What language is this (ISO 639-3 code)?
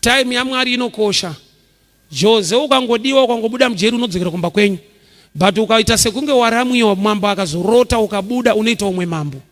sna